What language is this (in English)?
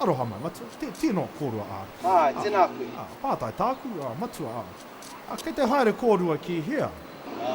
Māori